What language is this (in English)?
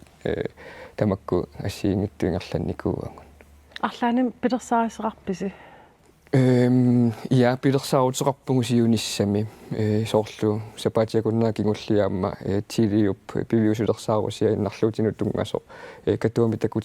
Kalaallisut